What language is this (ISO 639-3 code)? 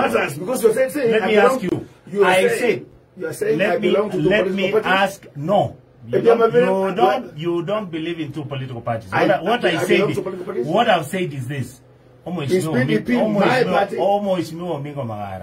guz